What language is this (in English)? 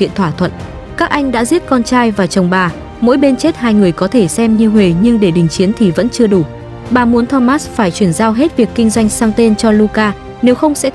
Vietnamese